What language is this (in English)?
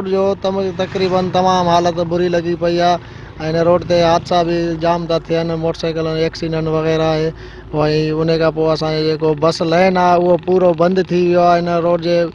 Sindhi